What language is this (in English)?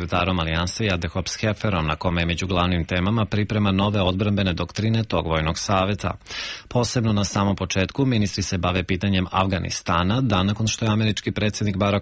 Serbian